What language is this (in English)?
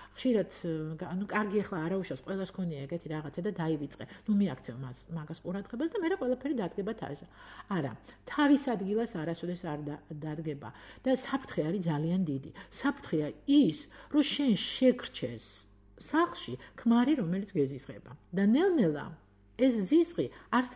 Georgian